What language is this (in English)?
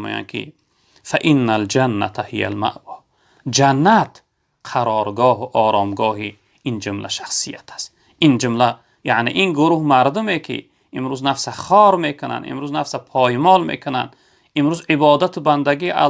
Tajik